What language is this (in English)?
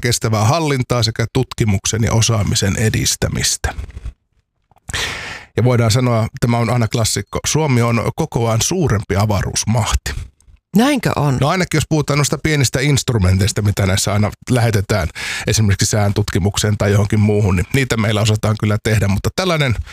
Finnish